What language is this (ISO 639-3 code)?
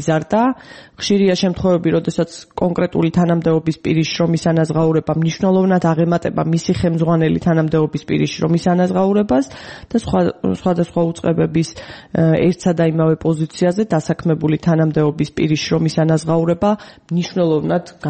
kat